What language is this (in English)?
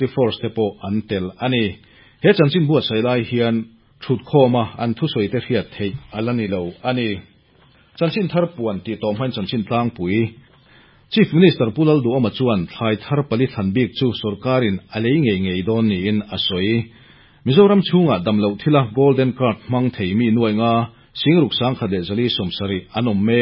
Mizo